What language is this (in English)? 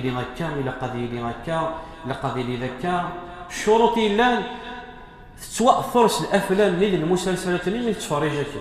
Kabyle